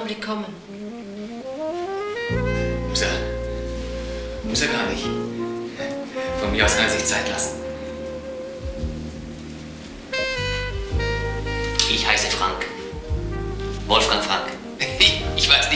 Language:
German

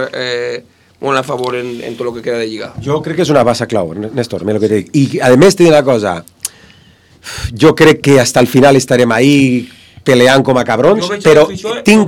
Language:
Catalan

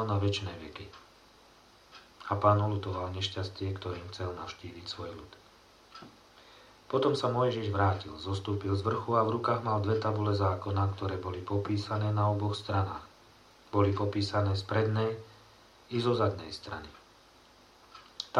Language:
Slovak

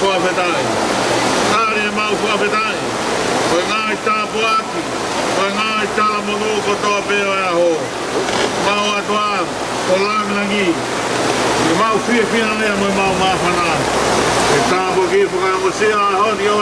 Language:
Tongan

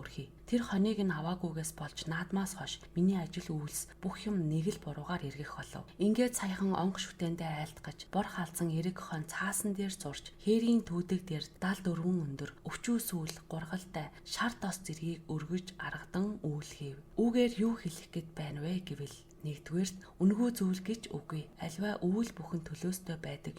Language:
Mongolian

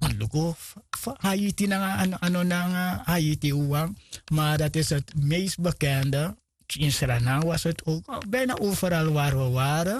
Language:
Sranan Tongo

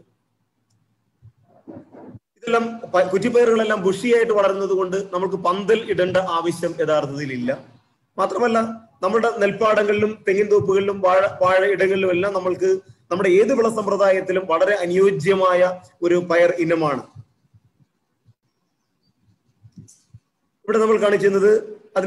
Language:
Malayalam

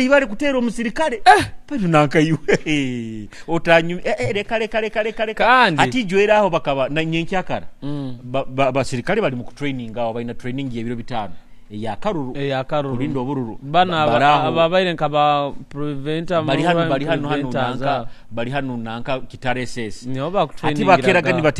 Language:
Nyoro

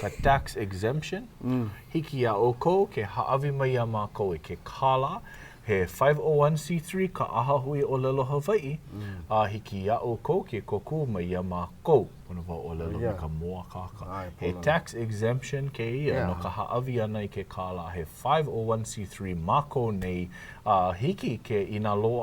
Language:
Hawaiian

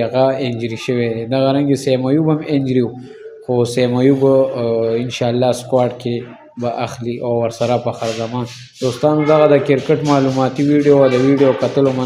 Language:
Pashto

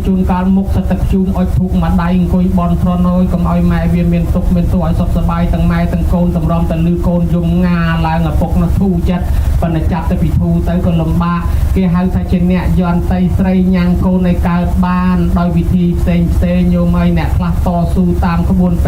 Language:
Khmer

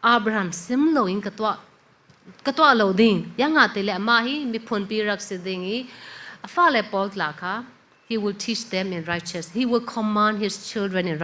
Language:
Falam Chin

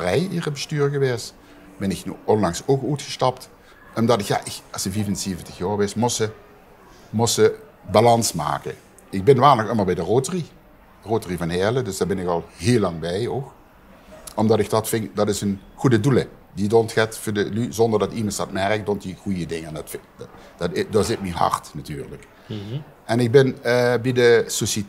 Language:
Limburgish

